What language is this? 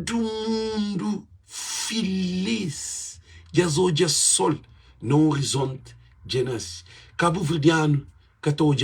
Kabuverdianu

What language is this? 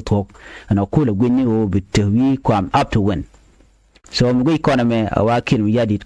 Nuer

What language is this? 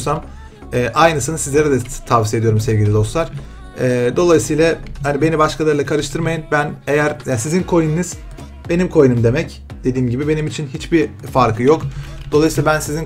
Turkish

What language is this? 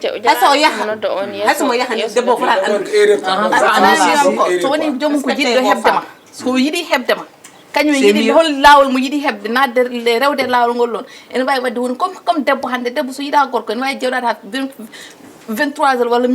Fula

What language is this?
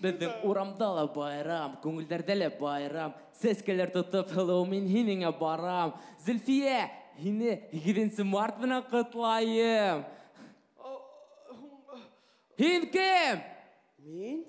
Bashkir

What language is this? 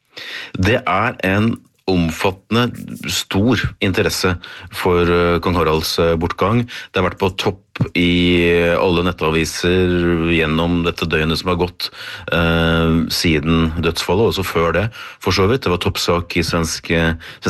Norwegian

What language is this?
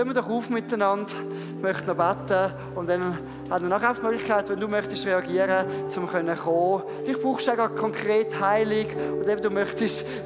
Swiss German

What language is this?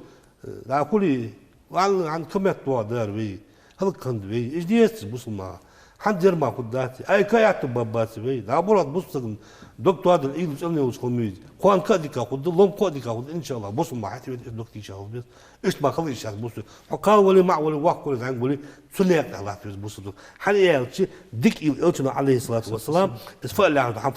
Ingush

